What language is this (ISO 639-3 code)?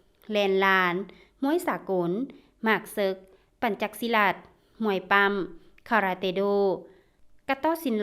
lao